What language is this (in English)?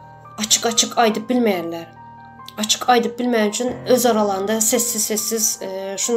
Turkmen